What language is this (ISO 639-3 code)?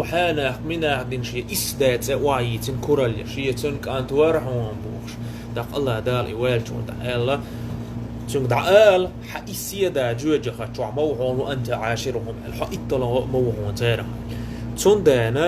che